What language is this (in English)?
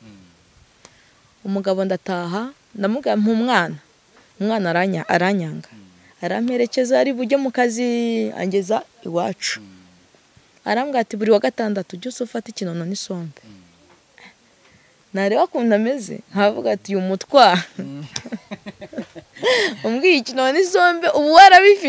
Kinyarwanda